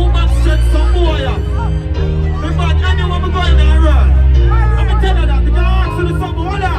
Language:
Jamaican Creole English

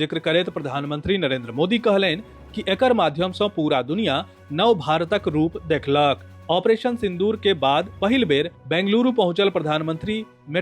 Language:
Maithili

